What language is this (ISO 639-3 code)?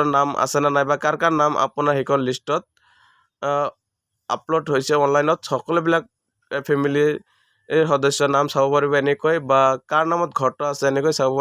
asm